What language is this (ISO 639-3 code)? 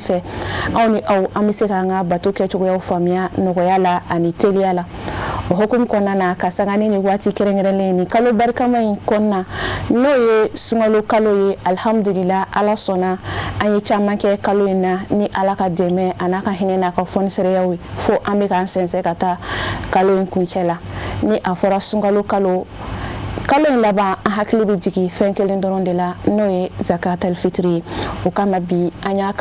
bam